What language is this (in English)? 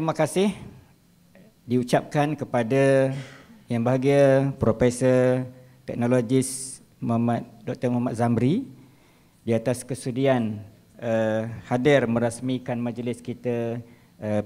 Malay